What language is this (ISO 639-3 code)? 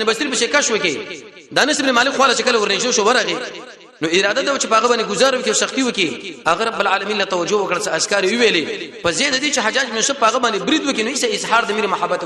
pus